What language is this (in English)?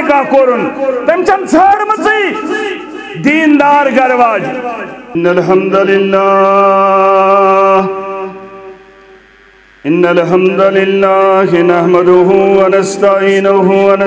Kashmiri